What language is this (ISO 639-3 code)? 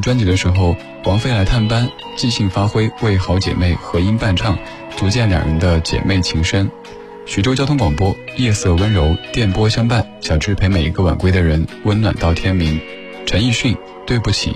zho